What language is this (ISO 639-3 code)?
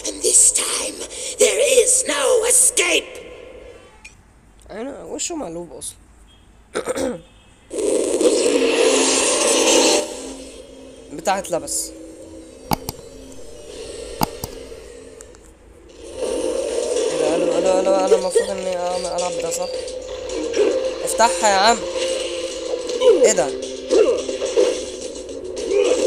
arz